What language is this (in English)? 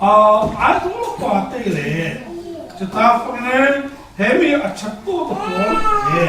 Falam Chin